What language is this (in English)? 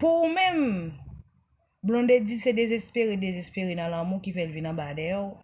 Haitian Creole